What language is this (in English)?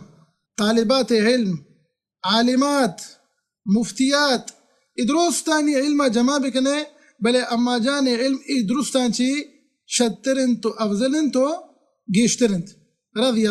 Baluchi